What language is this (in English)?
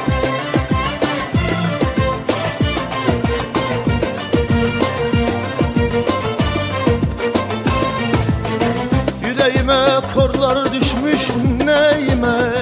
Turkish